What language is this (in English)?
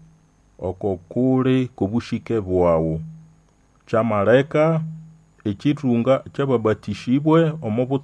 Nande